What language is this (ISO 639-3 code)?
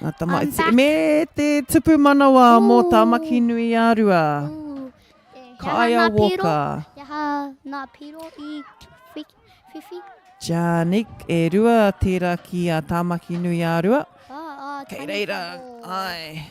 mri